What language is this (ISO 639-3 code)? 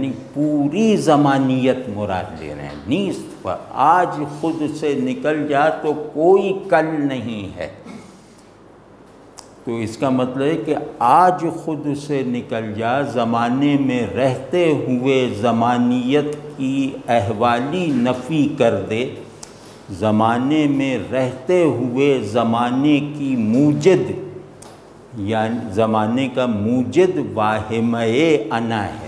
urd